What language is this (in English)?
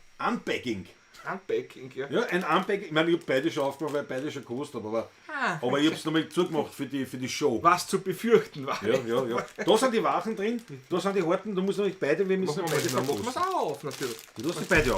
Bavarian